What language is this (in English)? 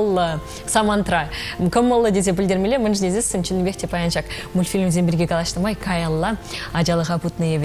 Chuvash